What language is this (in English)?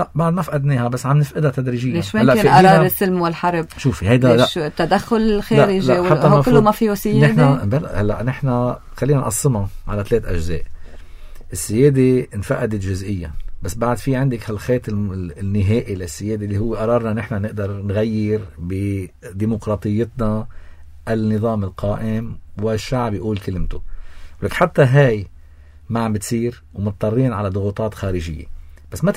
North Levantine Arabic